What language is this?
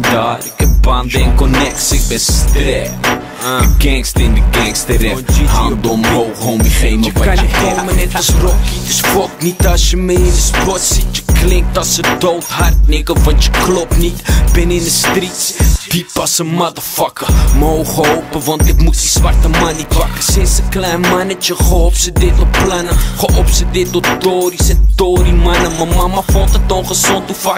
Dutch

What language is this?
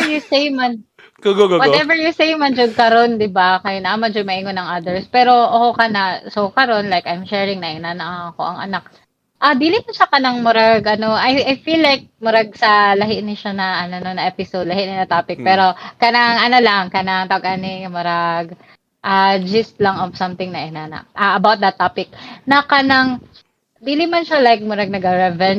Cebuano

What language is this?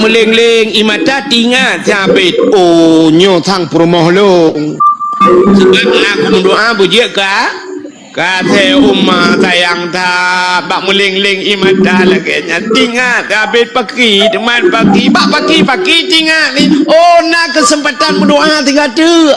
Achinese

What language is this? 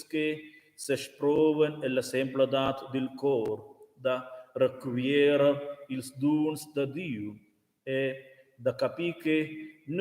Romansh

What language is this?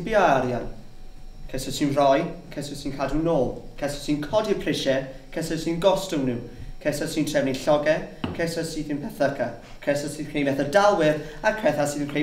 Welsh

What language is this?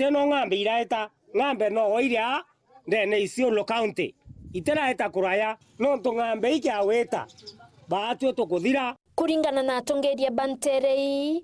Meru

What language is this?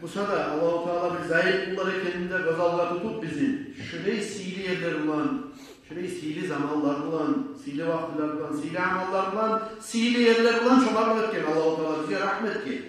Kumyk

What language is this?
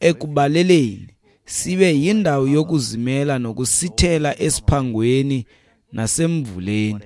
Xhosa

